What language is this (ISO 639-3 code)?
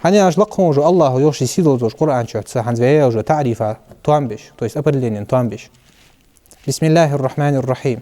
inh